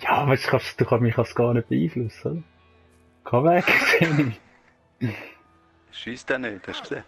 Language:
Swiss German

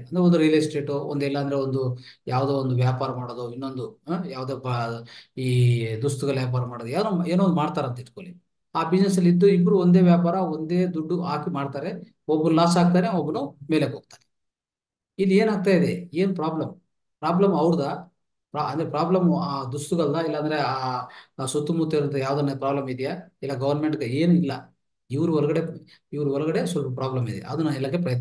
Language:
Kannada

